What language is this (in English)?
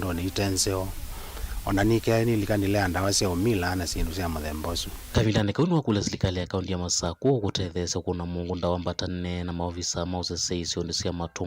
Kamba